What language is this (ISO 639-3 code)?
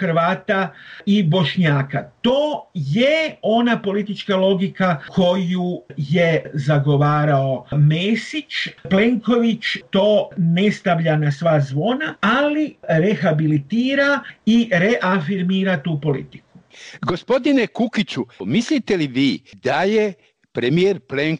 hrv